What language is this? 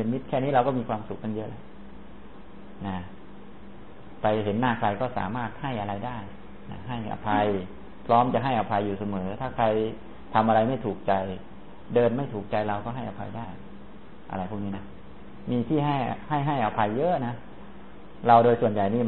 Thai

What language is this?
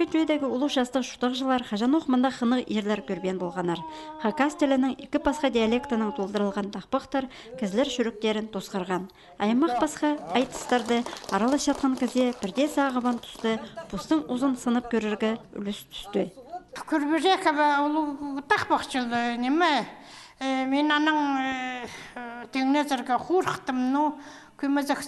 Khakas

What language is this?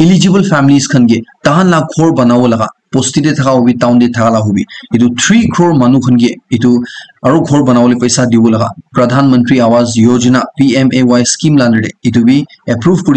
Naga Pidgin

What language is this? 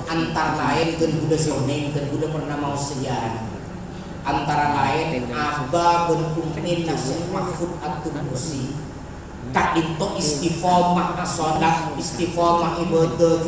Madurese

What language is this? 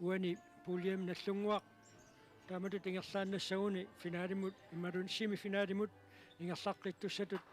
Kalaallisut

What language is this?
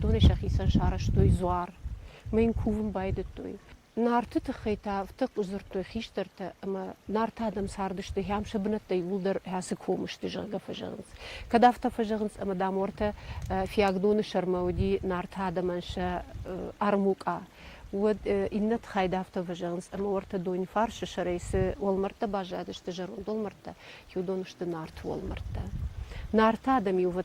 Ossetic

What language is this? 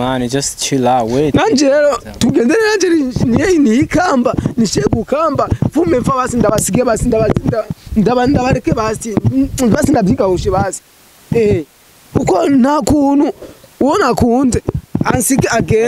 Rundi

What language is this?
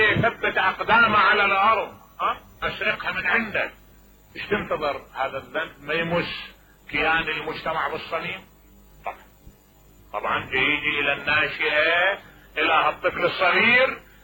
Mesopotamian Arabic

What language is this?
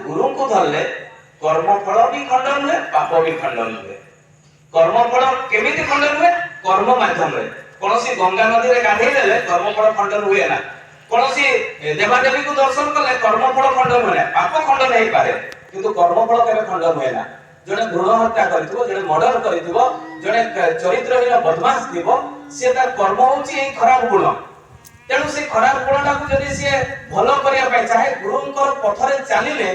Odia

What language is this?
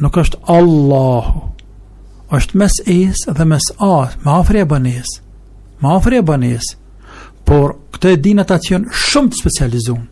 Albanian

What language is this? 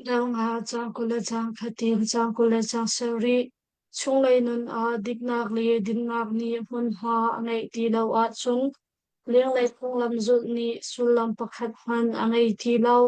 Hakha Chin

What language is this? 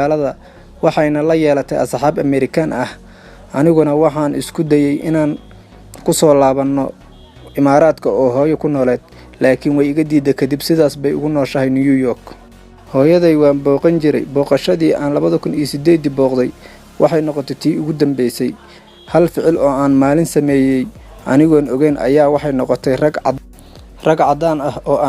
Somali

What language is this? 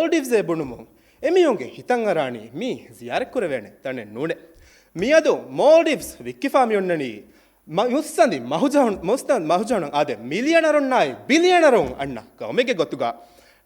Divehi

